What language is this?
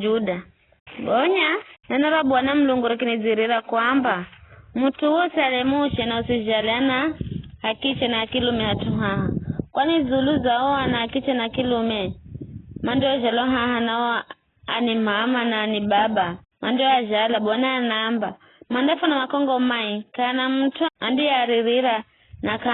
Giryama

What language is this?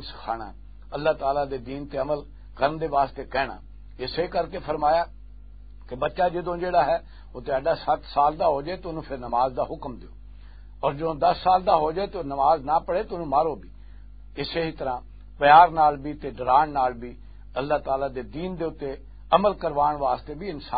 Western Panjabi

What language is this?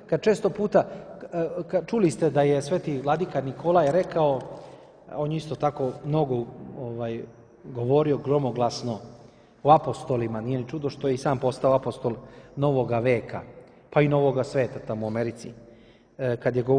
Serbian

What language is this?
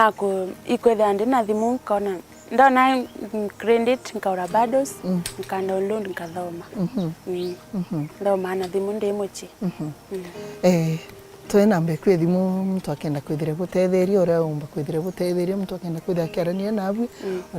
Meru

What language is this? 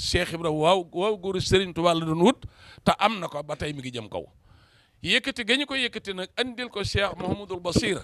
Wolof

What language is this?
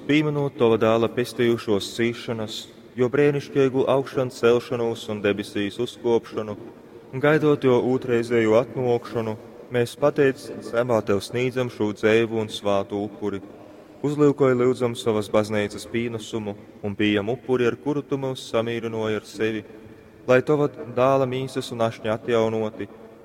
Latgalian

